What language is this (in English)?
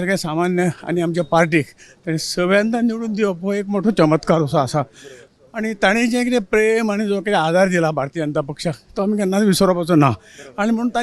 Konkani